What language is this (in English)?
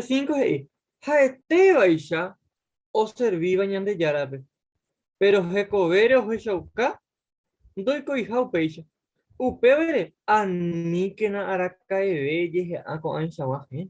Guarani